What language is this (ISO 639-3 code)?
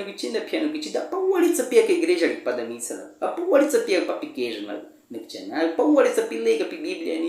bwi